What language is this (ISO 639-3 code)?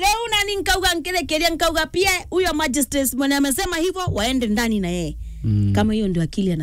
mer